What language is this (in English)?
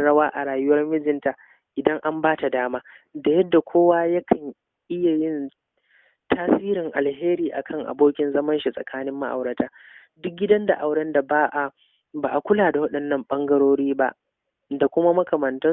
Hausa